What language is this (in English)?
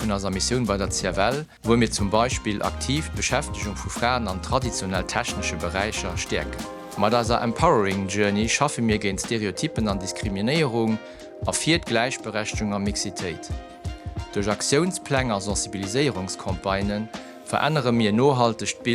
Luxembourgish